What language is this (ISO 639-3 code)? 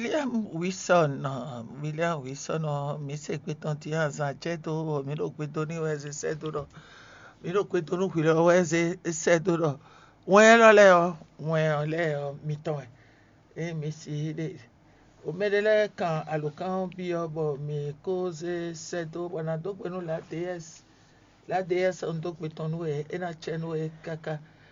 fon